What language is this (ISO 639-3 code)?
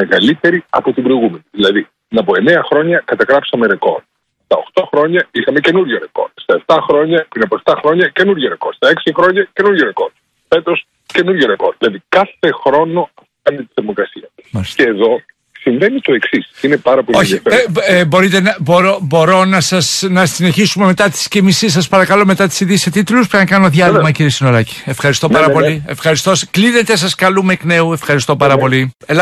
ell